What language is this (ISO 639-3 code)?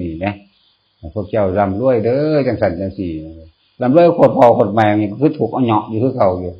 tts